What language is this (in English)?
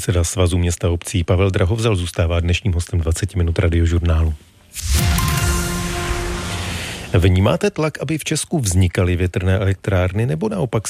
Czech